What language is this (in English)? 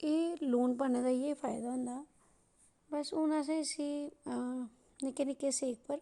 Dogri